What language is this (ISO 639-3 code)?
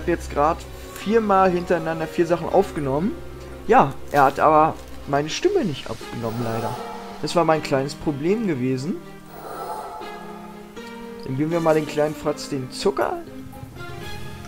deu